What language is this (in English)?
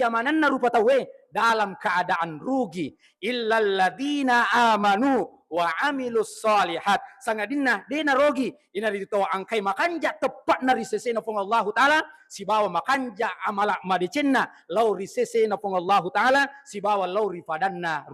Buginese